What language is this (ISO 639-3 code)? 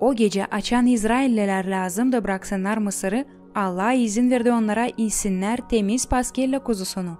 gag